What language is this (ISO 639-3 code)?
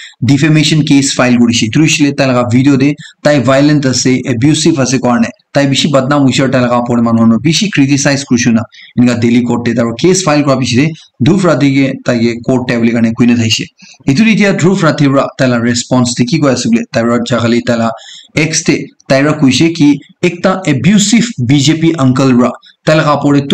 nag